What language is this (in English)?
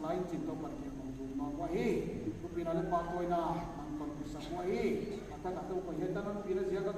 Paite Chin